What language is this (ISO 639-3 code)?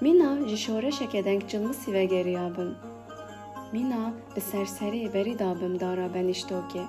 kur